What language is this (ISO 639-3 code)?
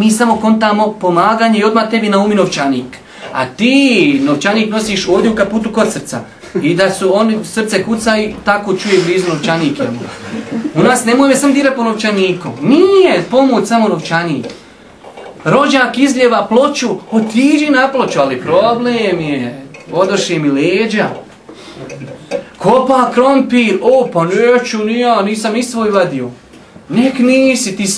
bos